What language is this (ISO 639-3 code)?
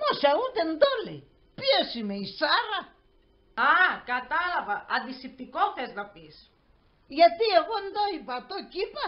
pnt